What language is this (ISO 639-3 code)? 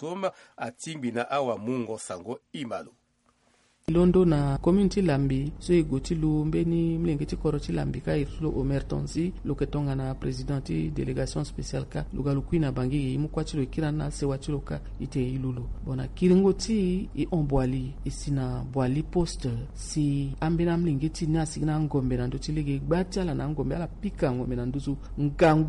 sag